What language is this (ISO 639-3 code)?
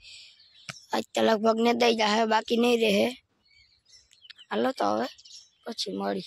guj